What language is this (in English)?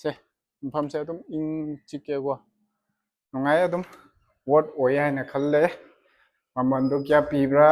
Manipuri